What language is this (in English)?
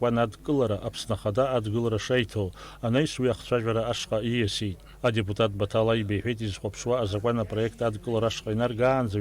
Abkhazian